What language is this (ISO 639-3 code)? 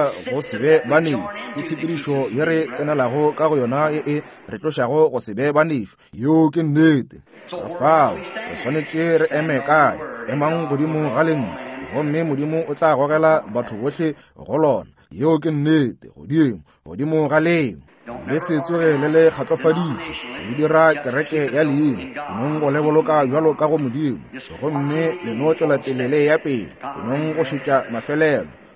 nso